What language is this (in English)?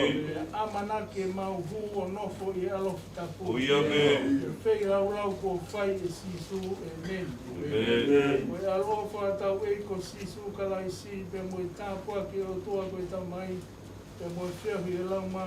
Tongan